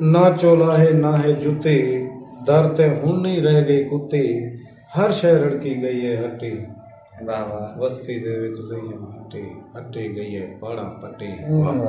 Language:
Saraiki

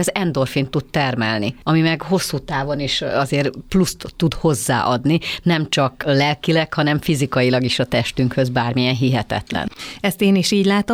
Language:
Hungarian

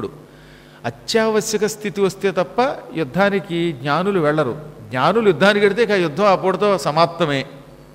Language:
Telugu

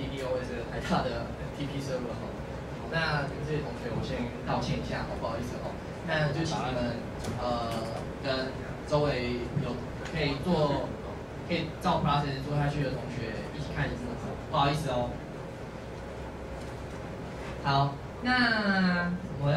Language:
Chinese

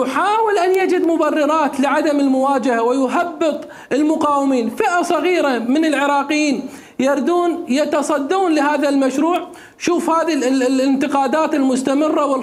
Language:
Mesopotamian Arabic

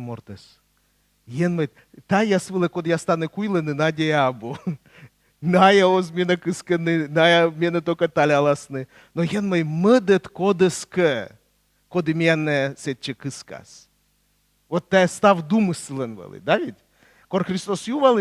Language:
Komi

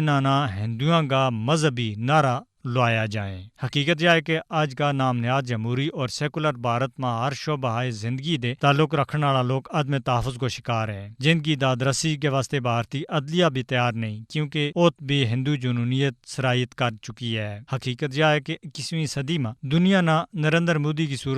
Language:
Gujari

